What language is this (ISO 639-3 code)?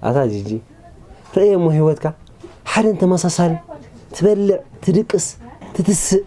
tir